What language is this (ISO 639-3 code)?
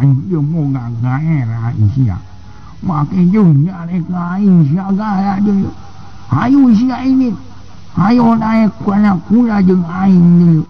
sun